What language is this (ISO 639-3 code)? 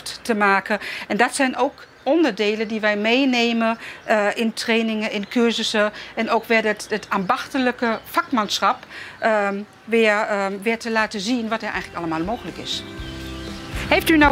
nld